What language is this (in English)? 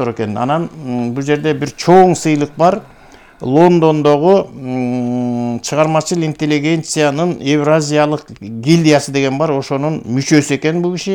Kyrgyz